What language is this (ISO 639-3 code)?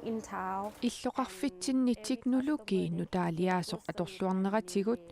kal